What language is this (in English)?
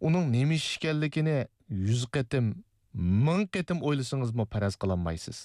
Uyghur